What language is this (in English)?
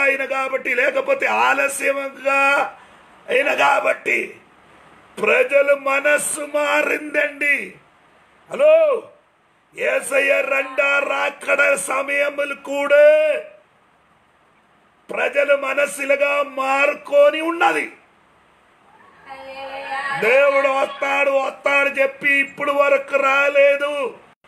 Telugu